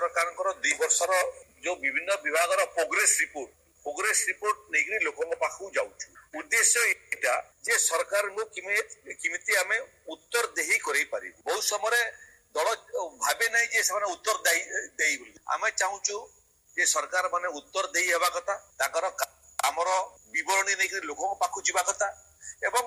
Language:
Odia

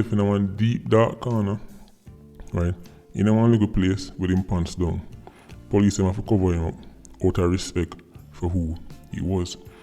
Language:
Jamaican Creole English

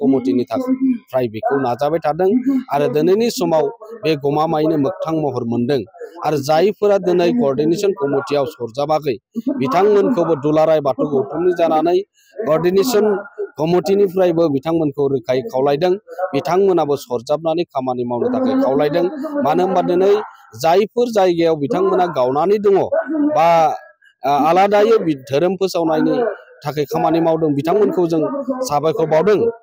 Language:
Bodo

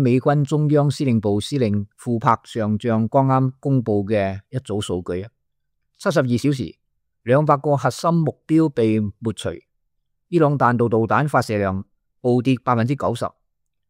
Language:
Cantonese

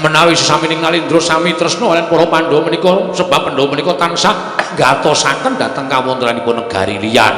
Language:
Javanese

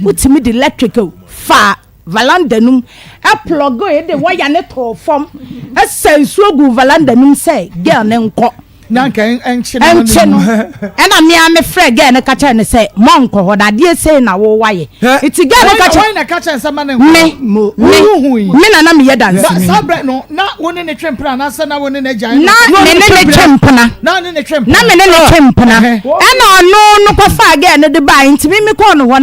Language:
Akan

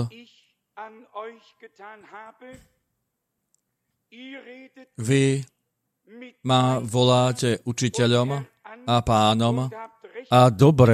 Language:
Slovak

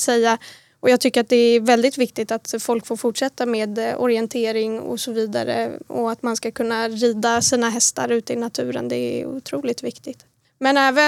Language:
Swedish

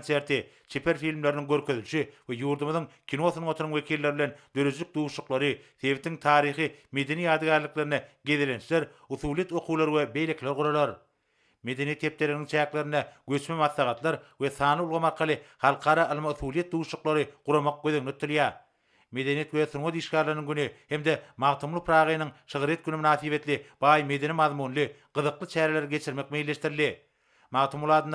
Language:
Turkmen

